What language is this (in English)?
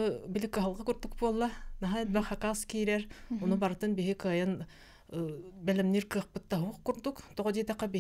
Yakut